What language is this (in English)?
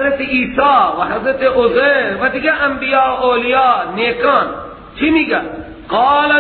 Persian